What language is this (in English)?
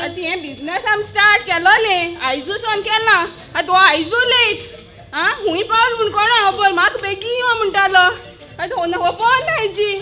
Konkani